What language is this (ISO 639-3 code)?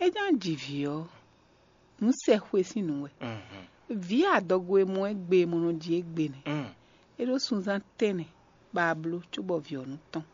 fon